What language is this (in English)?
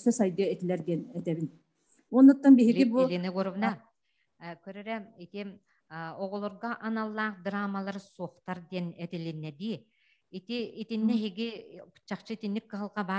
Yakut